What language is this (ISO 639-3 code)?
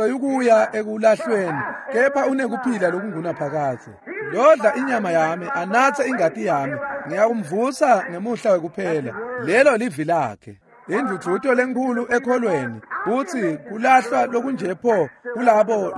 ssw